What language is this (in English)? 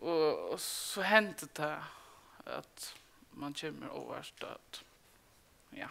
Faroese